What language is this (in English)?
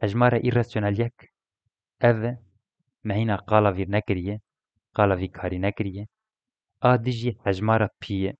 Kurdish